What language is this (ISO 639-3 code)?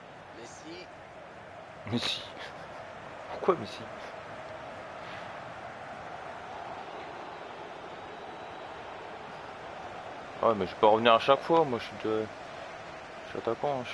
fra